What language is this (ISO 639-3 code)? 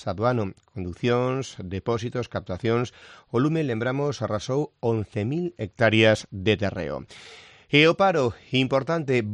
glg